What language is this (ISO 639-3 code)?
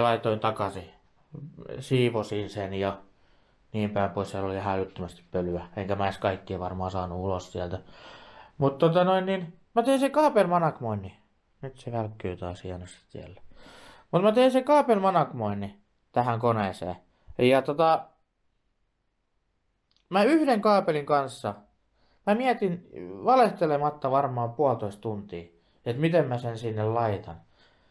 fin